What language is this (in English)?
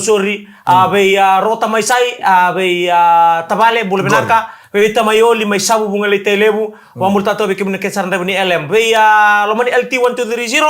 Fijian